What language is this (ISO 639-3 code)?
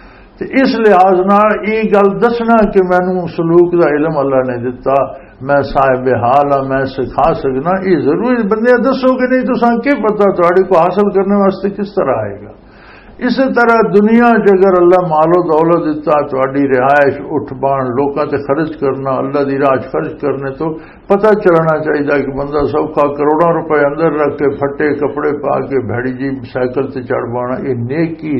lah